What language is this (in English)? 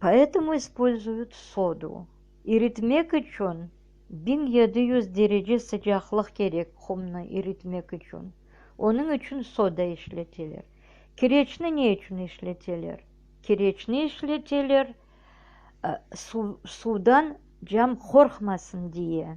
Crimean Tatar